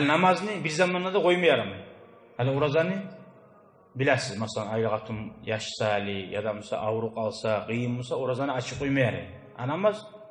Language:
Kumyk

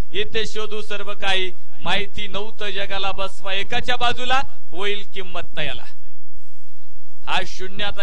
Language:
Marathi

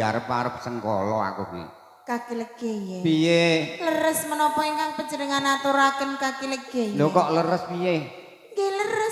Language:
Javanese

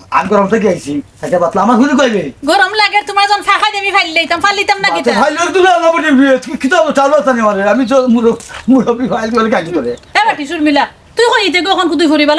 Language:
Sylheti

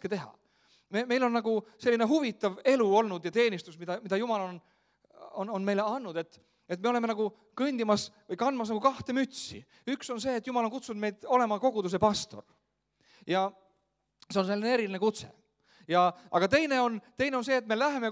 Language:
Estonian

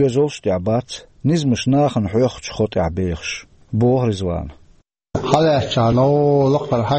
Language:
Chechen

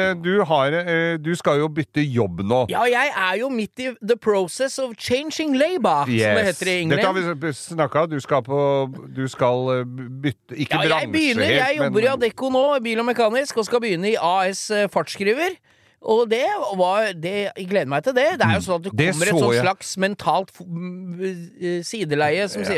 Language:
Norwegian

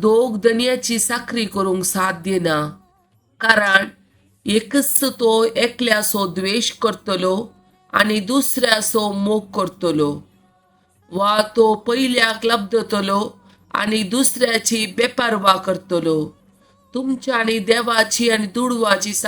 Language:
Konkani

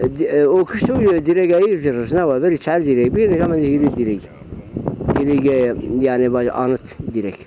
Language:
Zaza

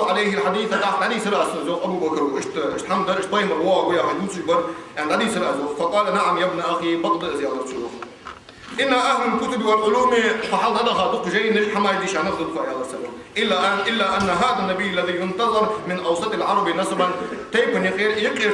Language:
Ingush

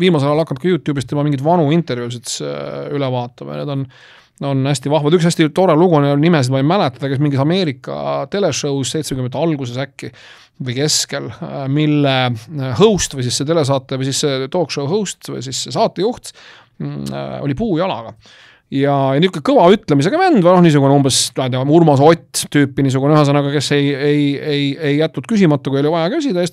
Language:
Estonian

